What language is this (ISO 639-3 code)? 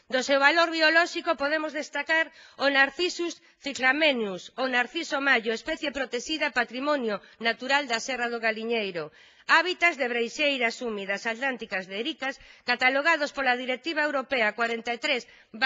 glg